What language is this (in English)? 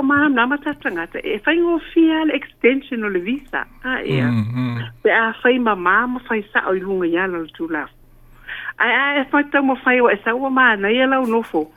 Samoan